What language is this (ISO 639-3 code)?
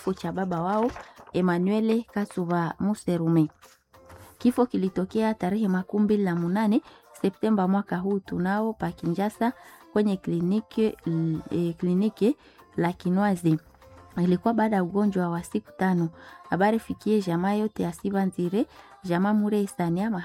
swa